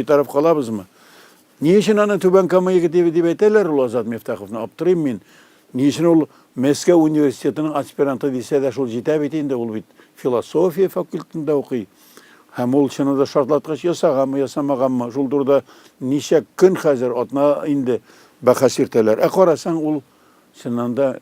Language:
Tatar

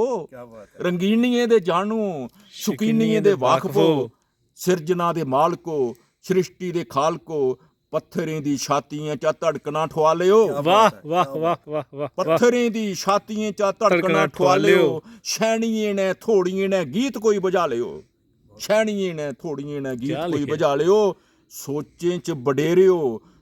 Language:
Dogri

